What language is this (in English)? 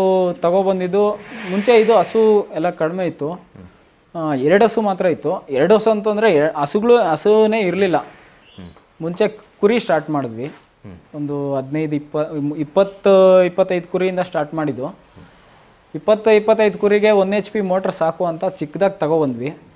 Kannada